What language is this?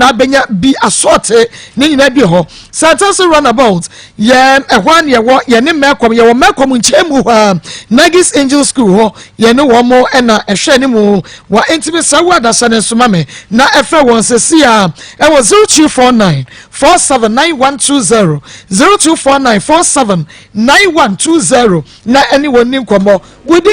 Akan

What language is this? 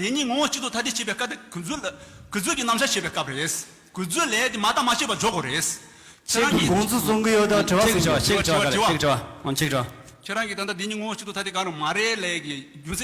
Tibetan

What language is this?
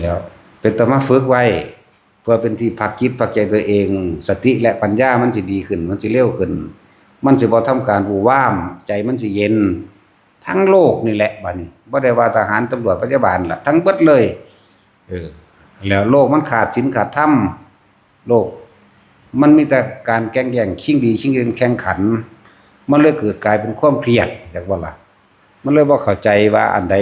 Lao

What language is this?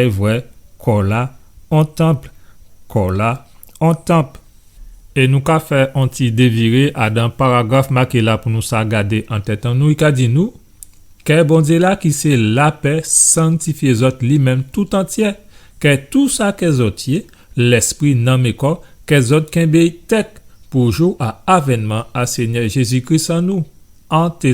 Guadeloupean Creole French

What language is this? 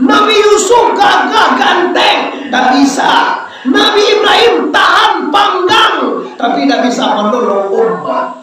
Minangkabau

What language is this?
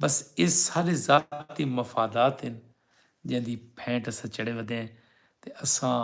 Saraiki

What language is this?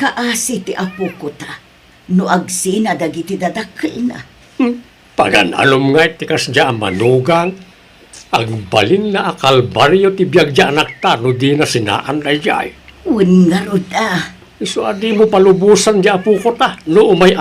Iloko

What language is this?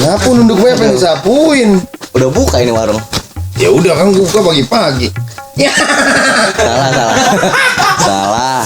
Betawi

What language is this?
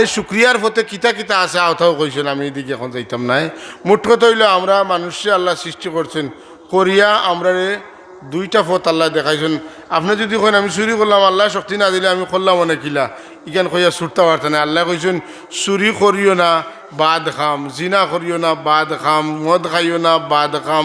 Sylheti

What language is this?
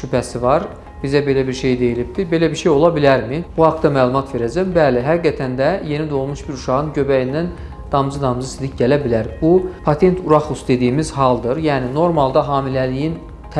Azerbaijani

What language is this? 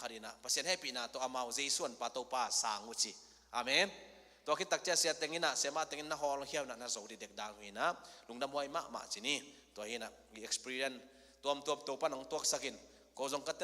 Tedim Chin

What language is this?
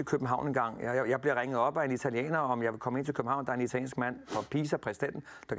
Danish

